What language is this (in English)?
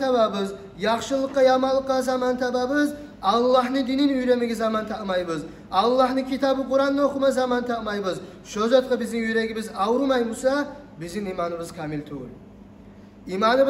Kumyk